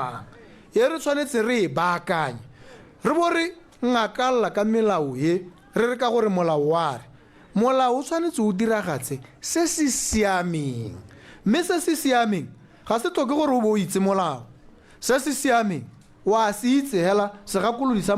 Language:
Tswana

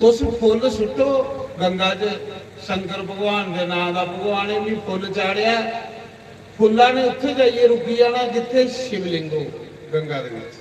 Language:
Dogri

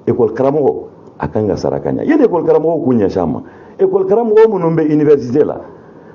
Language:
Bambara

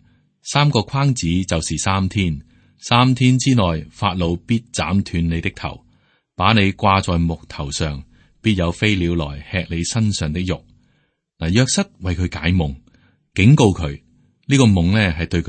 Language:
Cantonese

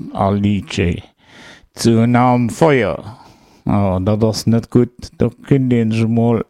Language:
Luxembourgish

